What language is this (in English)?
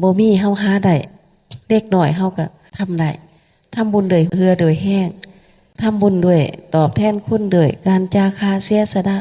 Lao